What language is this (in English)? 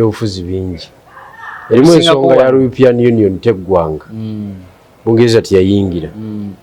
Ganda